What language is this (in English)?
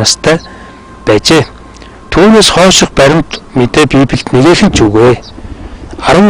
Mongolian